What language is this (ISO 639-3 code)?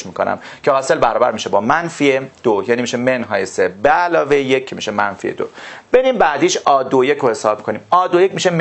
fas